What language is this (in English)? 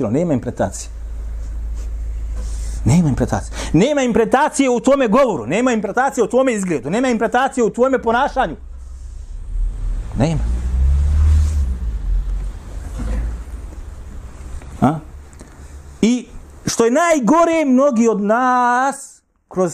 Bosnian